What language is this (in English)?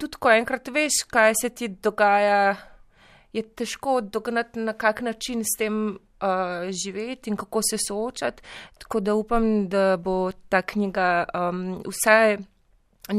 Slovenian